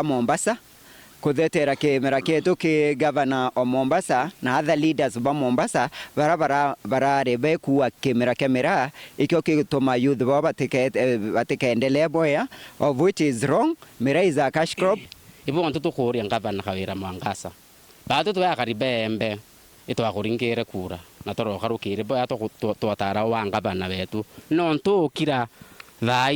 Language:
Meru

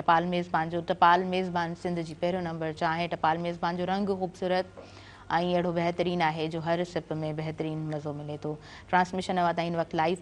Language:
Sindhi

